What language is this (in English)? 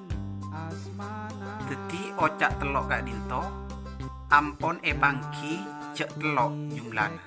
Madurese